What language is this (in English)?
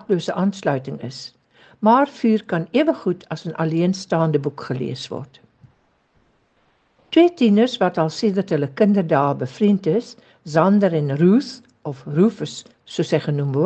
Afrikaans